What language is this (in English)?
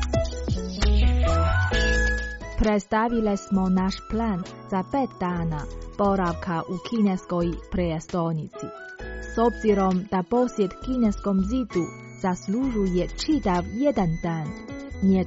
Croatian